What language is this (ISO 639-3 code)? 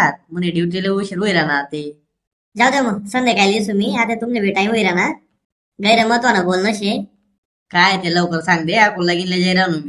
khn